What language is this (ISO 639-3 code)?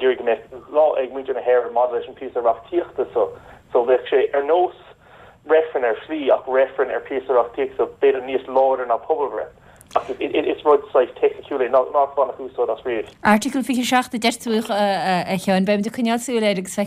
gle